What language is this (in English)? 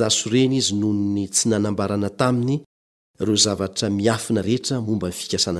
Malagasy